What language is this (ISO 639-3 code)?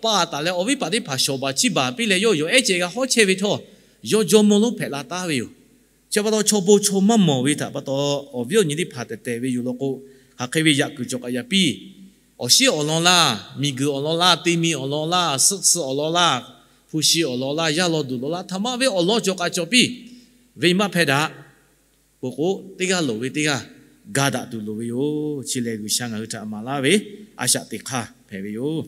lhu